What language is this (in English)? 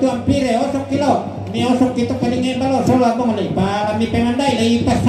Toraja-Sa'dan